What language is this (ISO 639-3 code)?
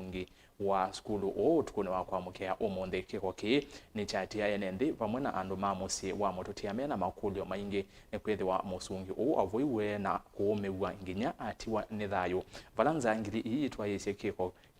kam